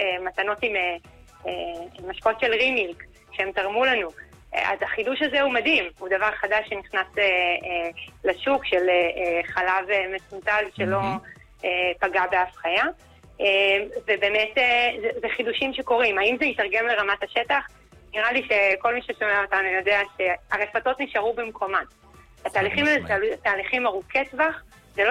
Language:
Hebrew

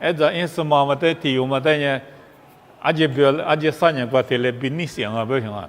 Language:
Lisu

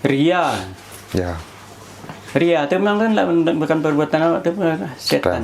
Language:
Minangkabau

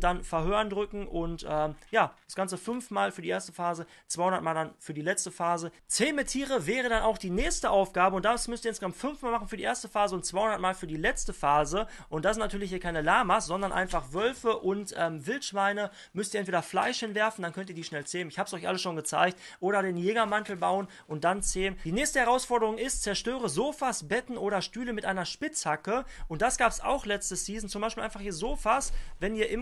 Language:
German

